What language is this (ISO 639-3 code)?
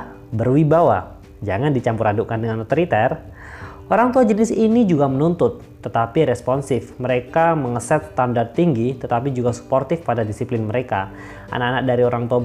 ind